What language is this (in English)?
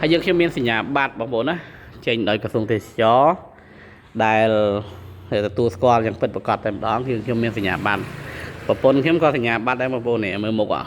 Khmer